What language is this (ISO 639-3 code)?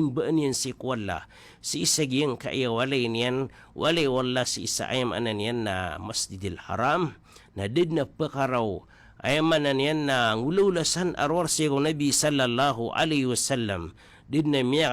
mrw